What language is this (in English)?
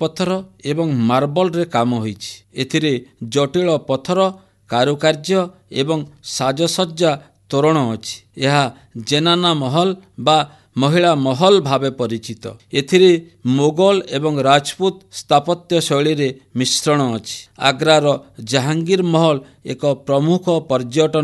Odia